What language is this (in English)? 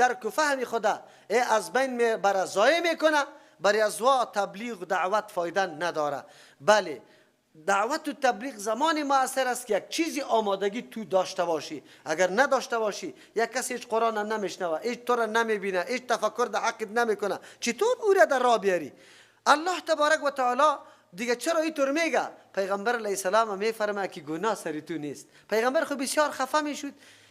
Persian